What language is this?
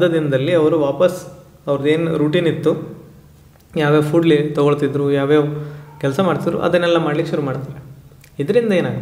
Kannada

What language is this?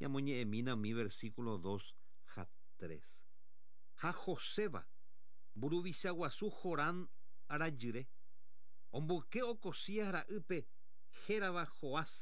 Guarani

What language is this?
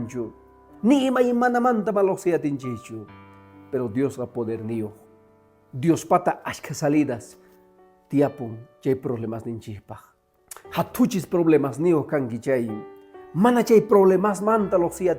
Quechua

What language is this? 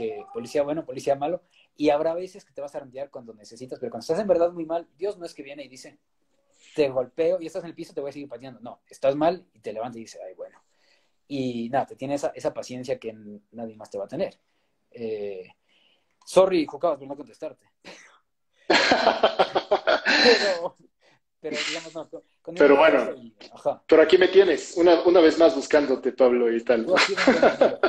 Spanish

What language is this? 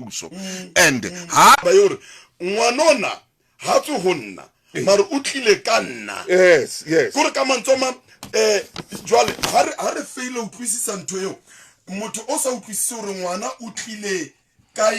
Southern Sotho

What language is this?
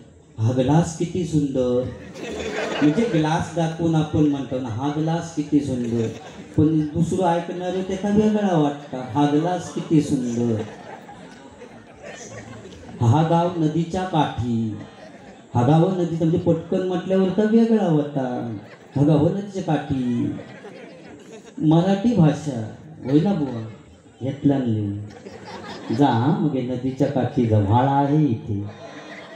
Marathi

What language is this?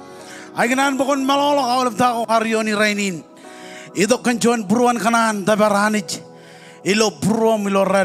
Marshallese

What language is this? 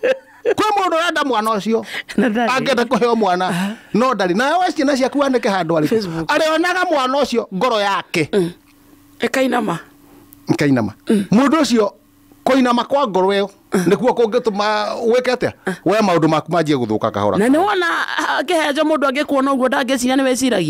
Kikuyu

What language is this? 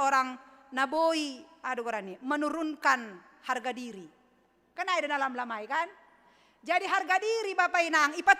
Batak Simalungun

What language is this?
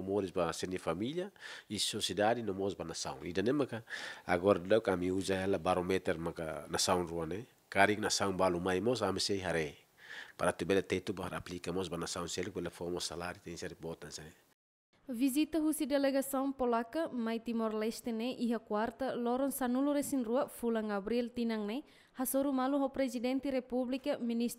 Tetum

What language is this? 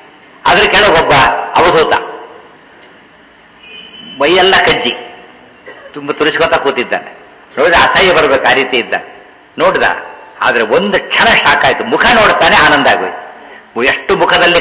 Kannada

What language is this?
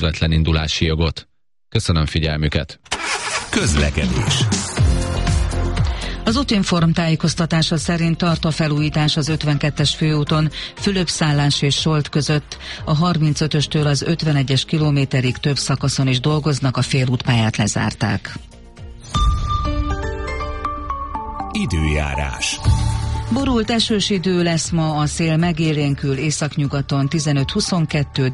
Hungarian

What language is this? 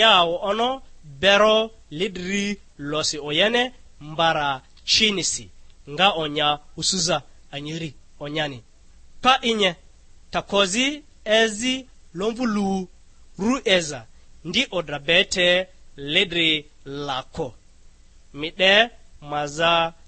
Lugbara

